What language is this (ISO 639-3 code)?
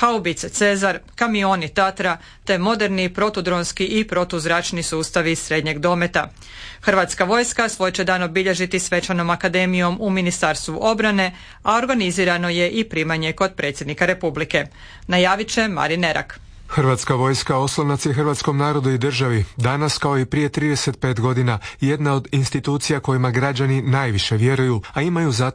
hrv